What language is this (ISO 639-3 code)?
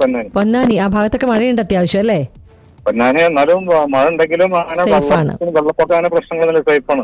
mal